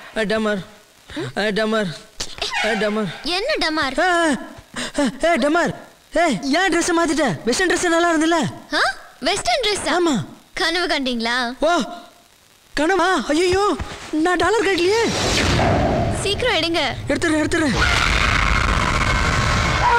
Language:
Tamil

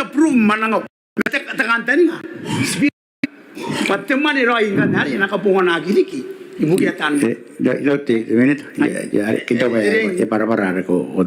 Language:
Gilbertese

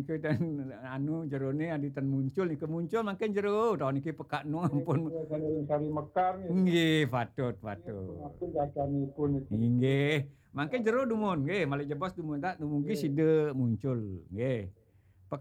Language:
Balinese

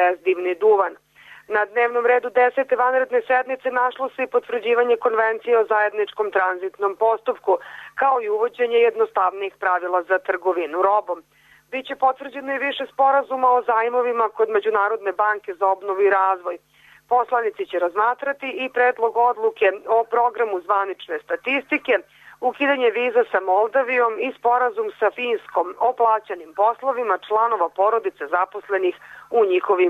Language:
Serbian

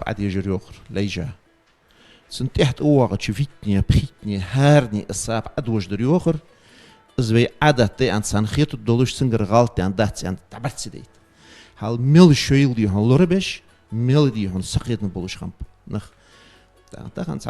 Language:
Ingush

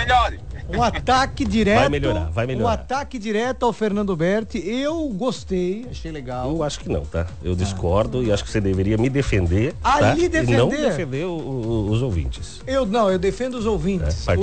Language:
Portuguese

